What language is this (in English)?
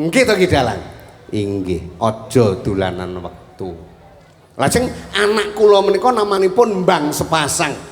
Javanese